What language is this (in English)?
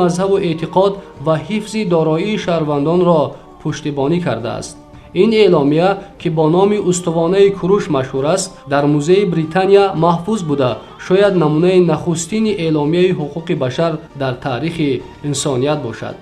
Tajik